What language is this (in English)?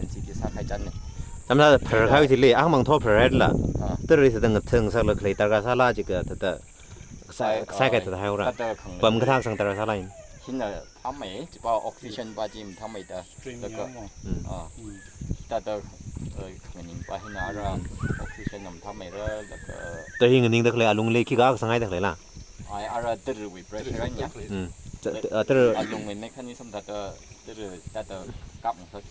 Tangkhul Naga (India)